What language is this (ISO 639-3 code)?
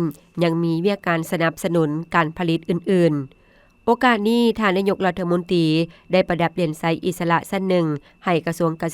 lao